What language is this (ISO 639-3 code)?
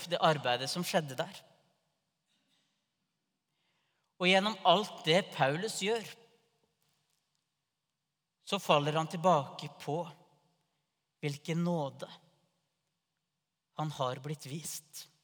nor